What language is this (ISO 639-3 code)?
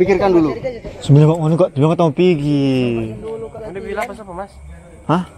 xmm